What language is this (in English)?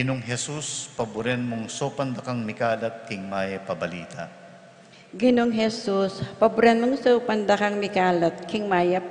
Pampanga